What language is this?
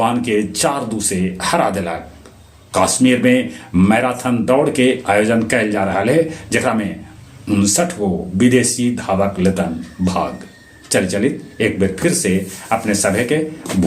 Magahi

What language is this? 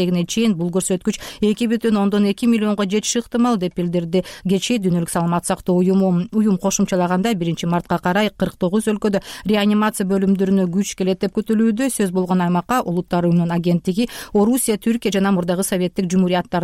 Kyrgyz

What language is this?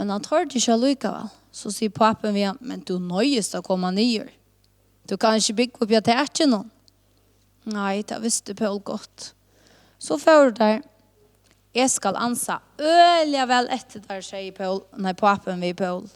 Faroese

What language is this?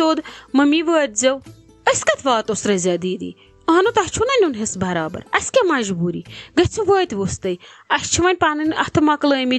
Kashmiri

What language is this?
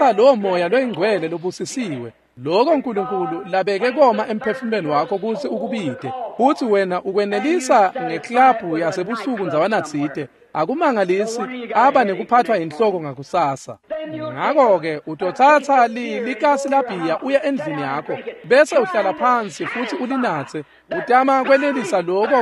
Swati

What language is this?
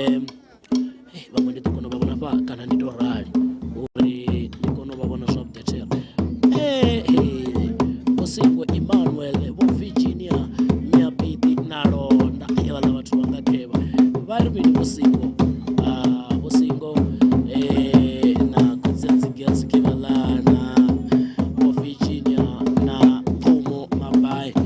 Venda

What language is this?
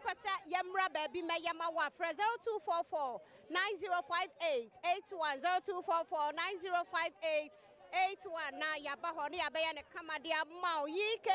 Akan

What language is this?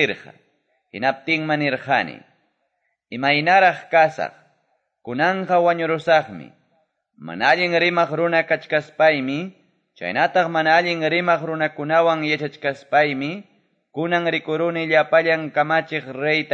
Quechua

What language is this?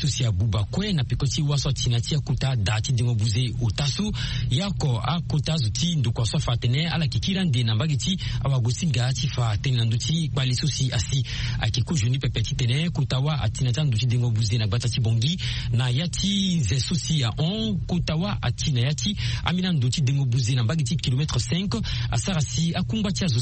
Sango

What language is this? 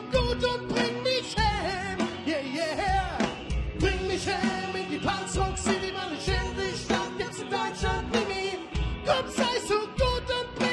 Swiss German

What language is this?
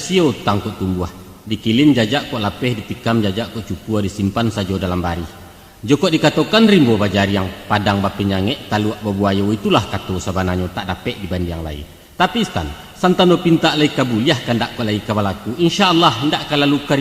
Minangkabau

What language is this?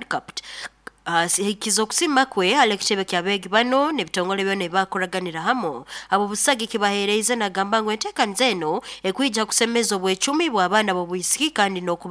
Nyoro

